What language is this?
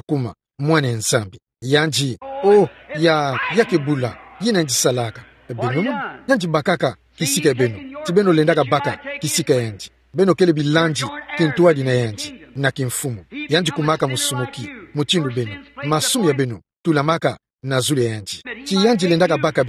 Kituba (Democratic Republic of Congo)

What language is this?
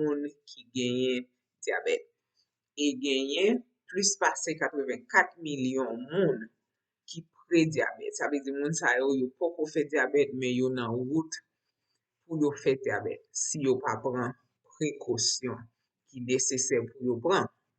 Haitian Creole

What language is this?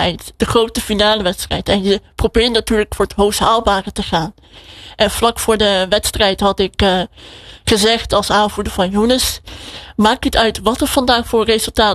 Dutch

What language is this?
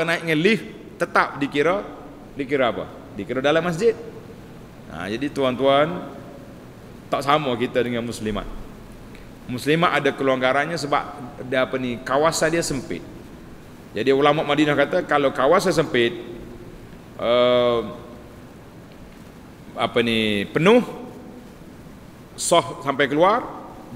Malay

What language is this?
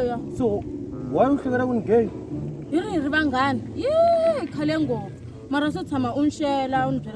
Tsonga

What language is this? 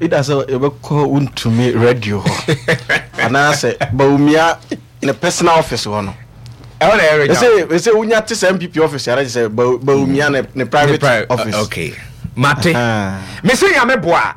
Akan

